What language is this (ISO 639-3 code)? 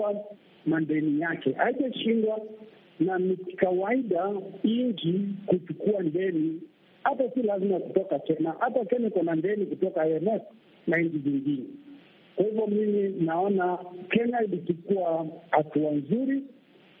swa